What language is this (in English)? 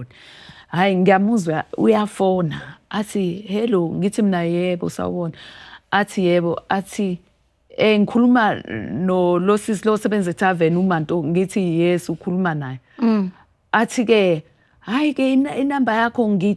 Zulu